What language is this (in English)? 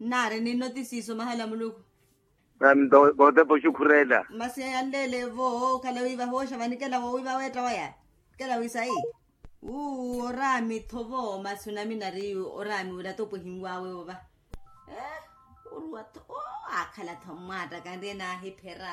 Makhuwa